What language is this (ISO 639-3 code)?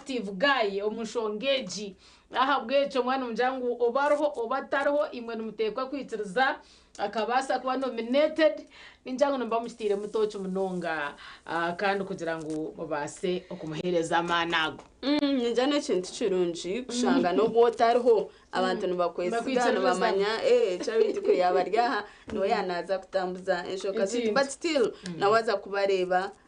nyn